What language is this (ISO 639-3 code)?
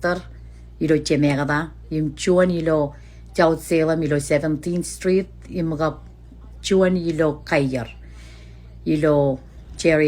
mah